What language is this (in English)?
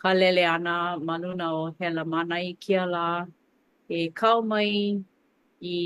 Hawaiian